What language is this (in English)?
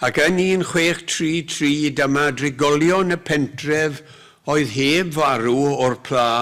Welsh